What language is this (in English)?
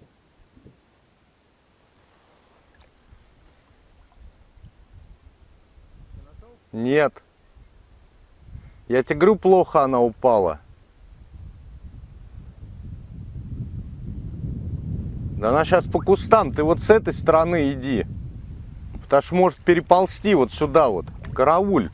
Russian